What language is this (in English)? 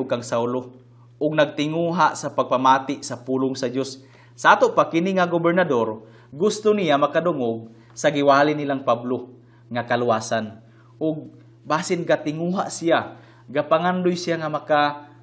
Cebuano